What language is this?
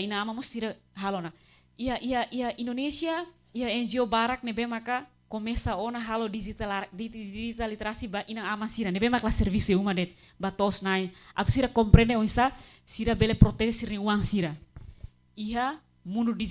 Tetum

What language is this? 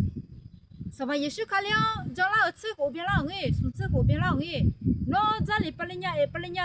Akha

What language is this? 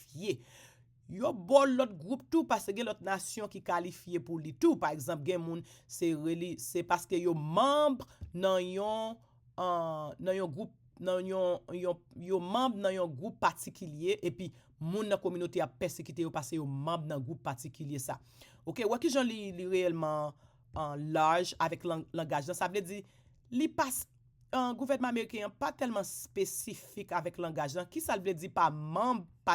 Haitian Creole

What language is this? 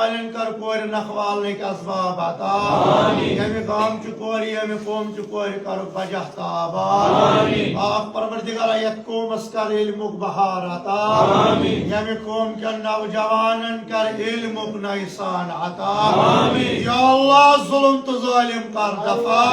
Kashmiri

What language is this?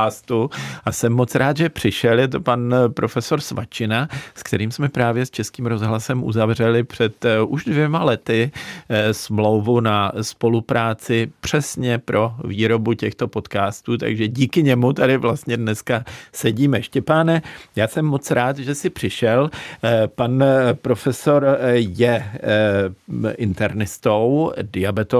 Czech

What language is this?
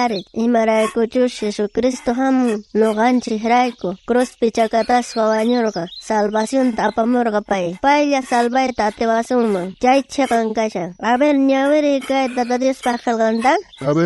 South Bolivian Quechua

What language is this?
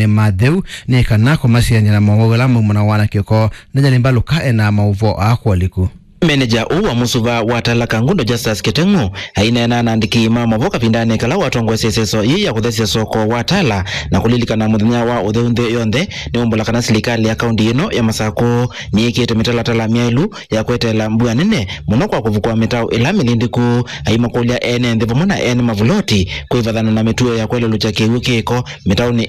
Kamba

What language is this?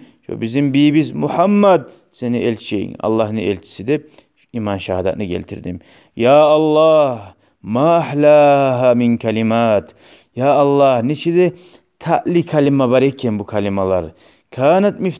Kumyk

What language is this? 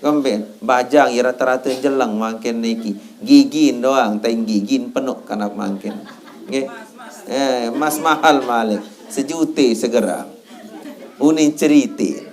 Sasak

